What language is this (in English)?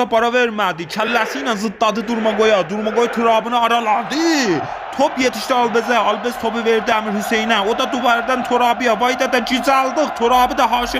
Azerbaijani